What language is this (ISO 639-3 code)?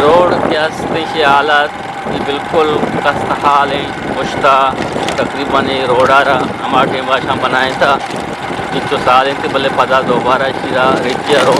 bgp